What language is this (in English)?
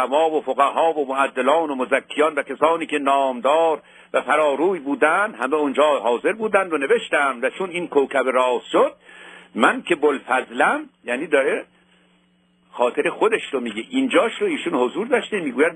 Persian